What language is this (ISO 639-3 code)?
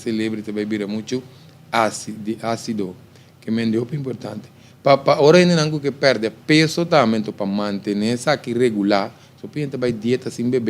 pap